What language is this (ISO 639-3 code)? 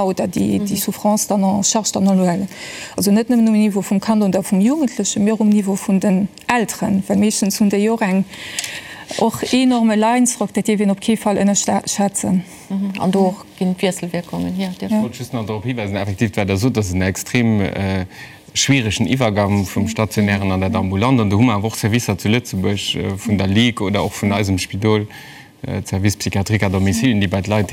ltz